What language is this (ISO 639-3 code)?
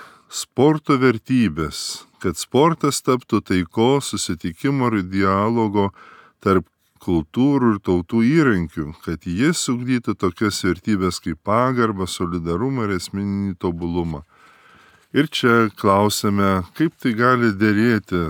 lit